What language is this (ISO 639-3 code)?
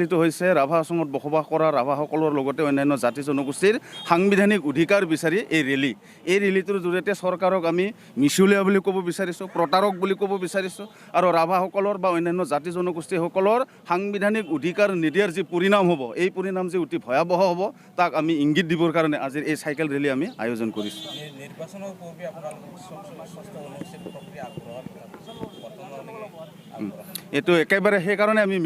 asm